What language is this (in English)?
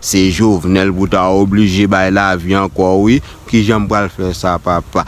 Haitian Creole